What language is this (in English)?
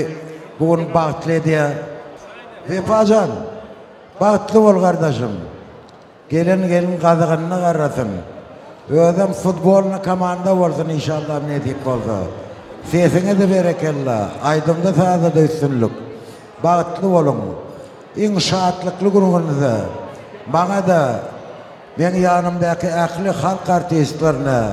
Turkmen